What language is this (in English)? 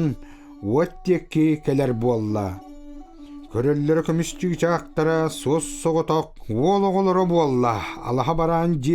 Yakut